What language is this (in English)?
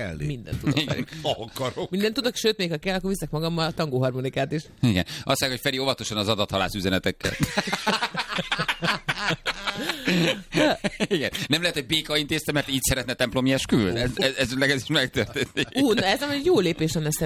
Hungarian